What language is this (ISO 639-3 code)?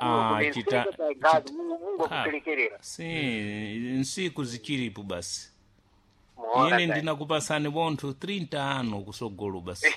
seh